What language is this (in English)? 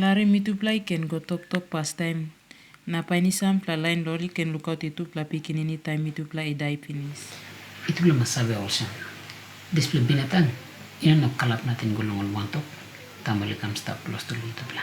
Tok Pisin